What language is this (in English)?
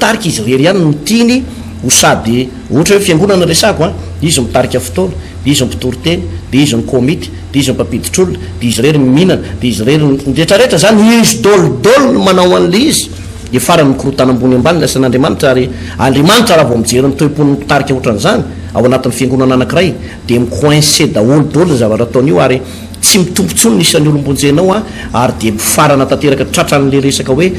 Malagasy